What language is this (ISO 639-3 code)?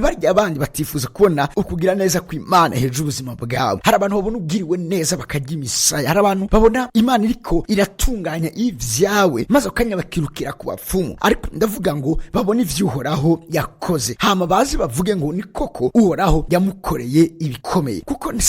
run